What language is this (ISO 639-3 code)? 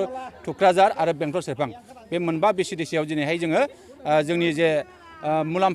brx